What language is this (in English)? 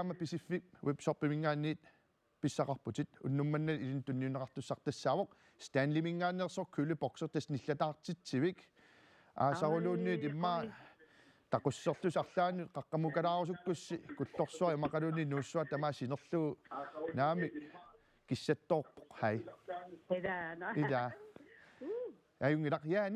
Kalaallisut